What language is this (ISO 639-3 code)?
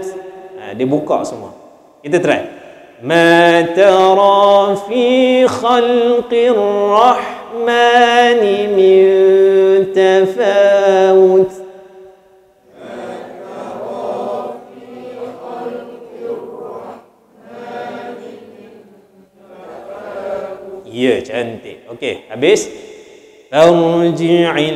msa